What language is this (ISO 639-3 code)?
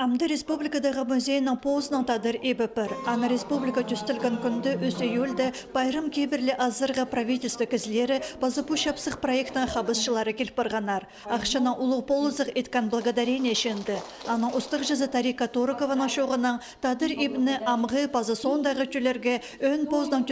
kjh